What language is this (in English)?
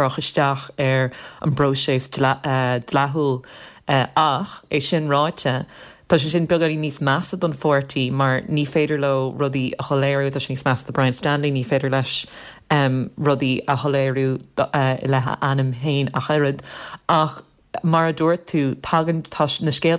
Irish